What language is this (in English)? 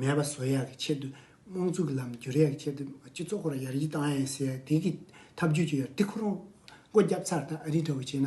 Tibetan